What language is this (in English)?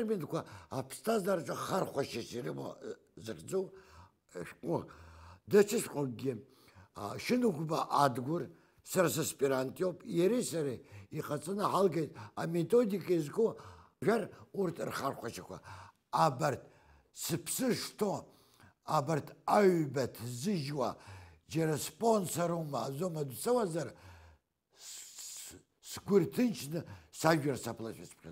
Abkhazian